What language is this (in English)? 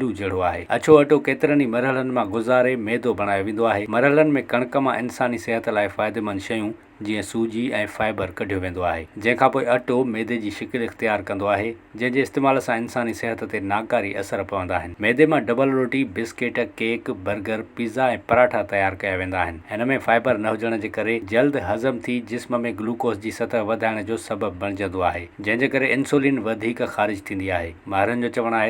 Sindhi